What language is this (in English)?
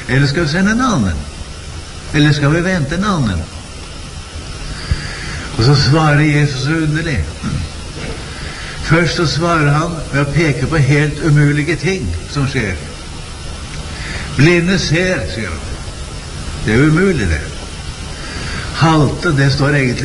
Norwegian